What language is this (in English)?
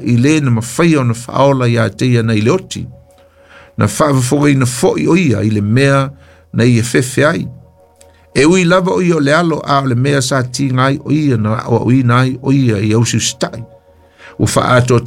Samoan